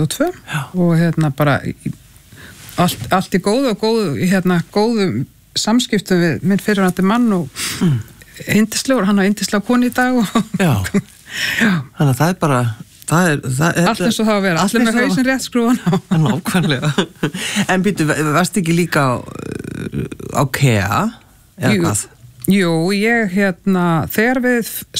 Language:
Icelandic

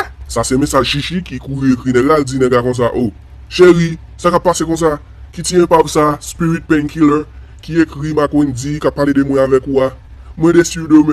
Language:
Haitian Creole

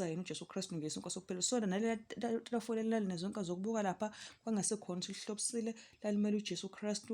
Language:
Zulu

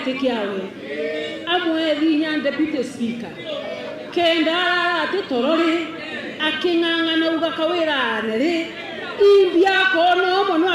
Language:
Meru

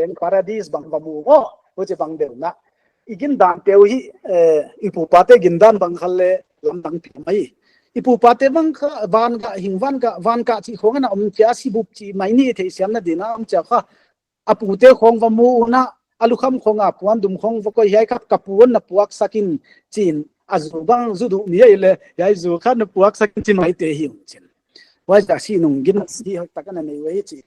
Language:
Paite Chin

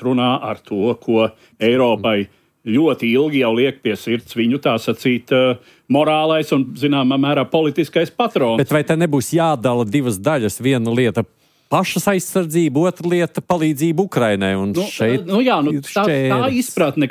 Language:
Latvian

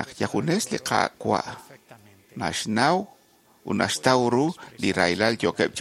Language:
Kekchí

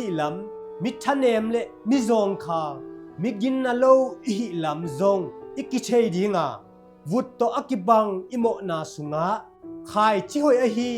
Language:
Tedim Chin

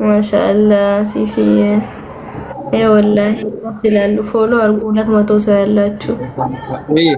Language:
Oromo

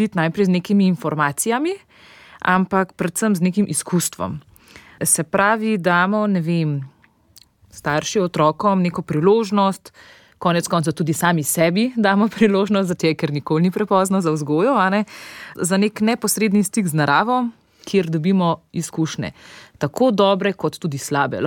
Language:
Slovenian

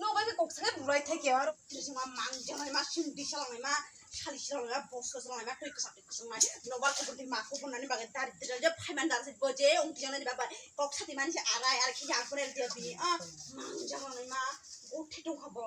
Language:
Kok Borok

